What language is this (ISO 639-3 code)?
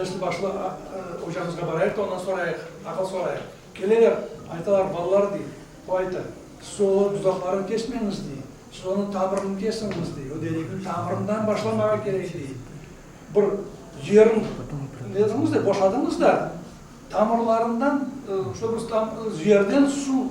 crh